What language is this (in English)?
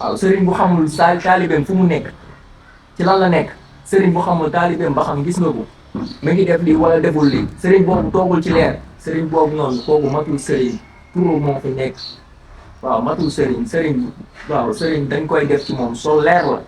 Wolof